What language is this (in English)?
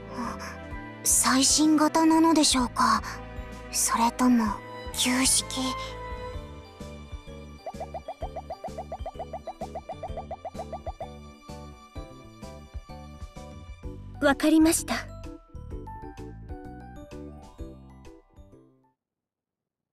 Japanese